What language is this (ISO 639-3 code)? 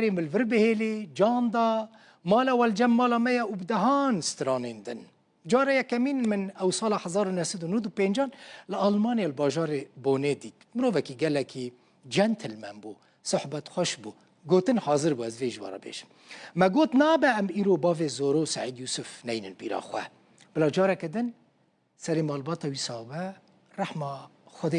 kur